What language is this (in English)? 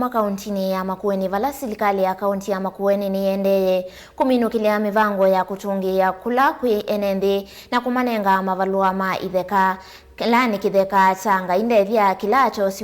Kamba